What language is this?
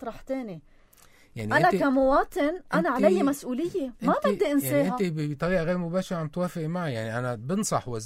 North Levantine Arabic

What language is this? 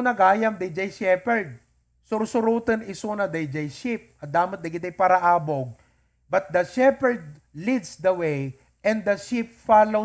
Iloko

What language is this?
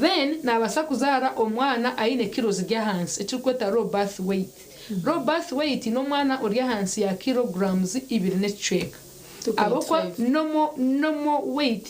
Nyankole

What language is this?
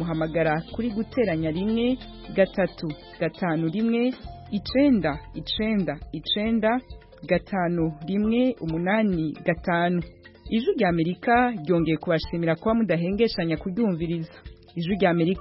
Kinyarwanda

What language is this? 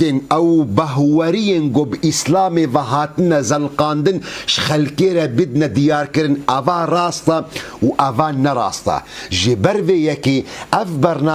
Kurdish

